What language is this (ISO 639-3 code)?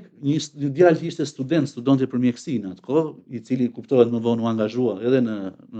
sqi